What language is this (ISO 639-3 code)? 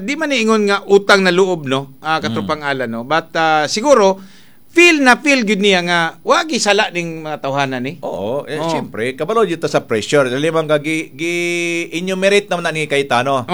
ceb